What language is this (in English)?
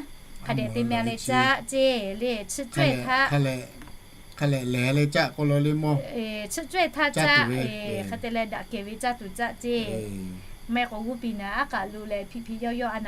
Lahu